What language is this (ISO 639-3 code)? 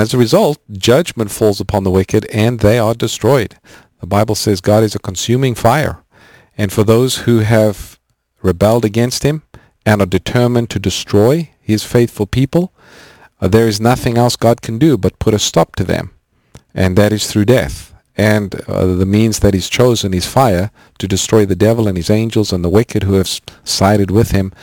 eng